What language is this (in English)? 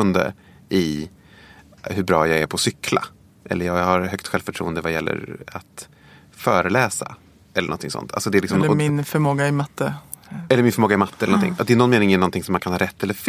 Swedish